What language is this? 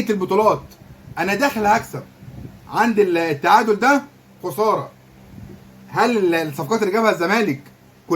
Egyptian Arabic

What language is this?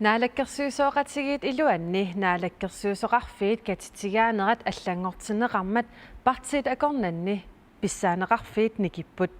Kalaallisut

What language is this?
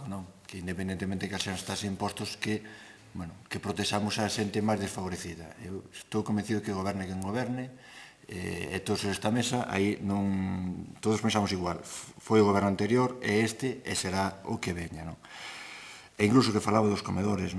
Galician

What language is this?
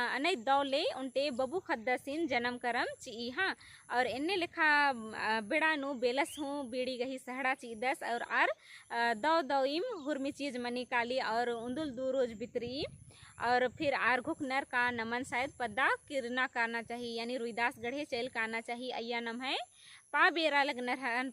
Kurukh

